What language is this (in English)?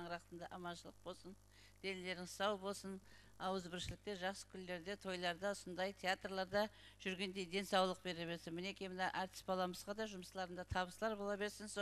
Kara-Kalpak